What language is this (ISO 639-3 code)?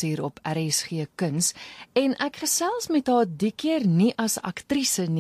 afr